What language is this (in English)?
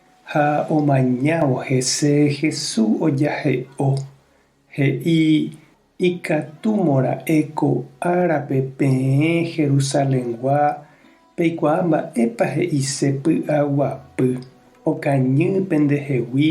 Guarani